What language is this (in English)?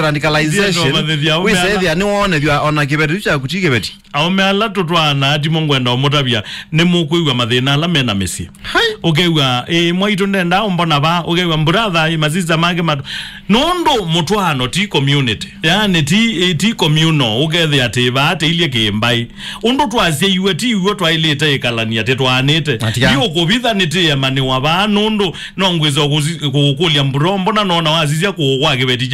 Kamba